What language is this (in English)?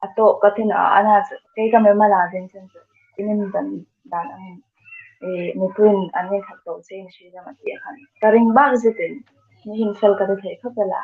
Hmar